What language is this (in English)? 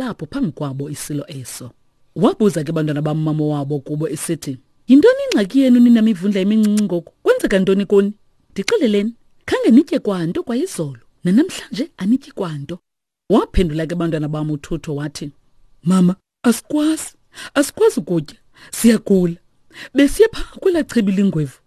Xhosa